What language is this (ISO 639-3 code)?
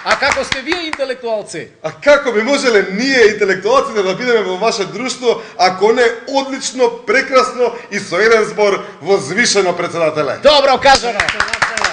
mkd